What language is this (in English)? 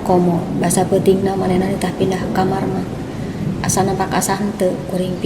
Sundanese